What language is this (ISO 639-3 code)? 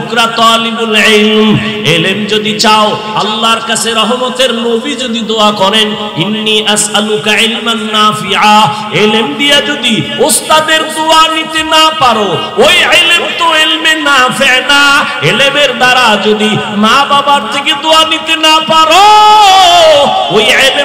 ben